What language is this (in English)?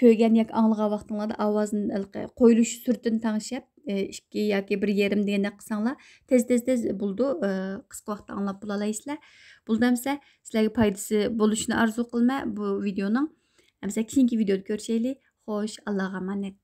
Uyghur